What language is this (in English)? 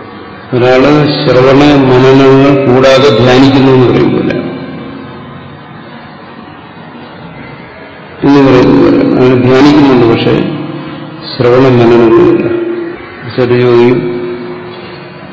Malayalam